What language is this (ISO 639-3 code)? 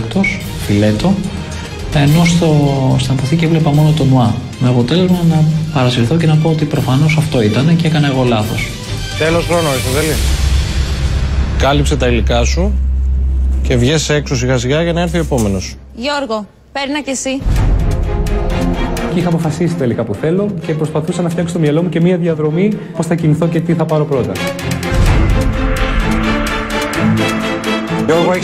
ell